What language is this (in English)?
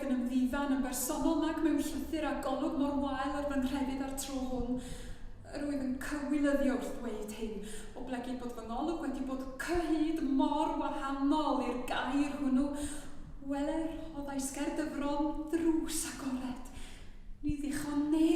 Welsh